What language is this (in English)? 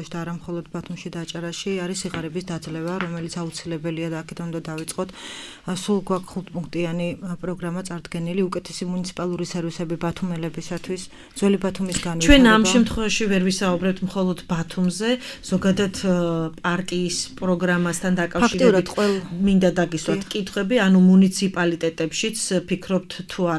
Georgian